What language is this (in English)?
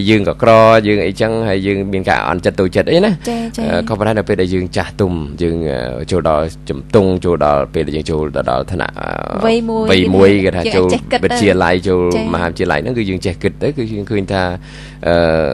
Khmer